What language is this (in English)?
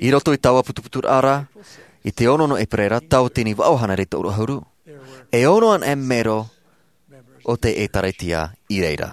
Tahitian